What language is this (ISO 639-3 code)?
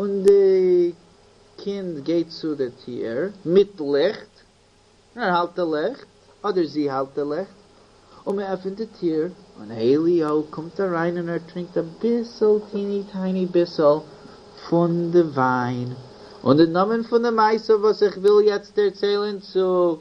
yid